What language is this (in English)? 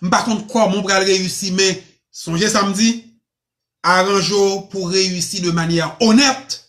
Haitian Creole